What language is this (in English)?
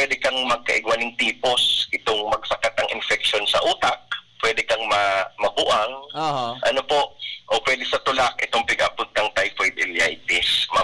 Bikol